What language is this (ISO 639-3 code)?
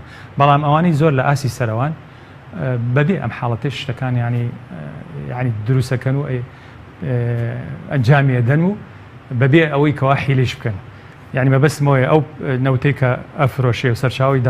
ckb